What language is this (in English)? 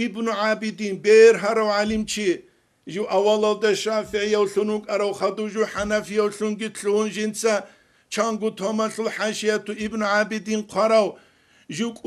Avaric